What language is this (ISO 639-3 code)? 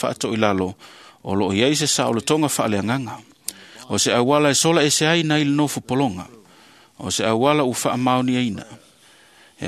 smo